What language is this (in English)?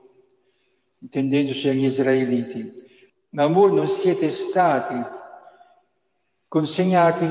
Italian